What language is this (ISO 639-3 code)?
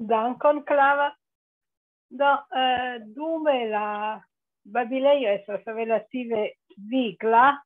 epo